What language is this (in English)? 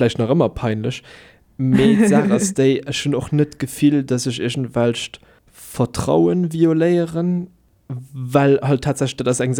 Luxembourgish